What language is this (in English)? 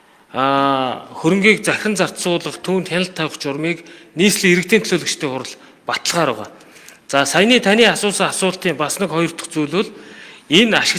Mongolian